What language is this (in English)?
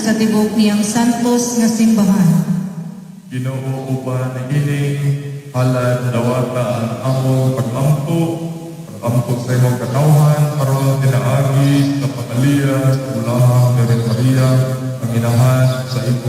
Cebuano